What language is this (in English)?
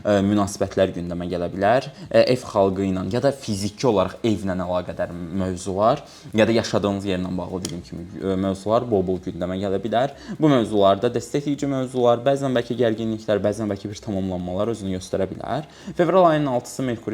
Azerbaijani